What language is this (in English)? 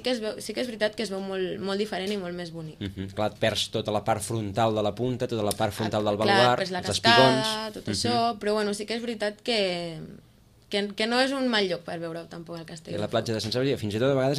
Catalan